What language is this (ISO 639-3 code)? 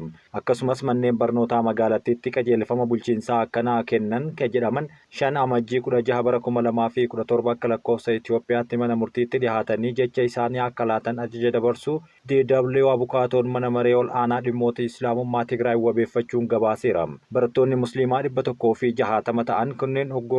orm